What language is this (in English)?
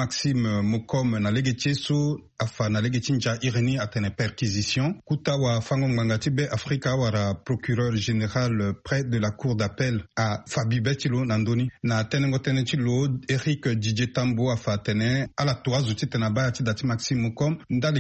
Sango